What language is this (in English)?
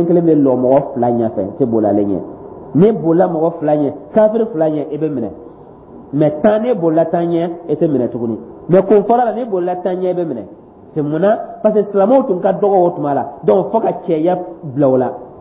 Dyula